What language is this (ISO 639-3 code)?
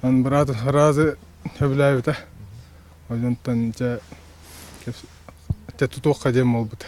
sah